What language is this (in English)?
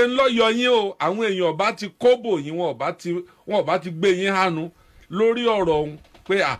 Yoruba